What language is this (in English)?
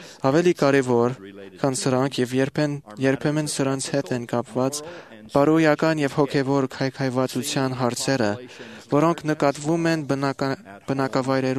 Armenian